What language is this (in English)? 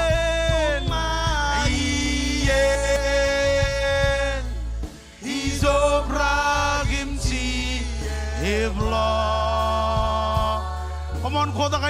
Marshallese